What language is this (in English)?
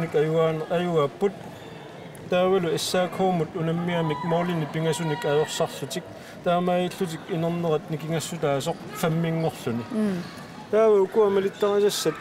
Kalaallisut